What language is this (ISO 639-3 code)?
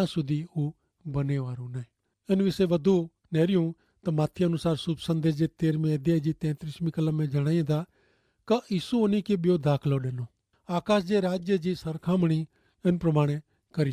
kfr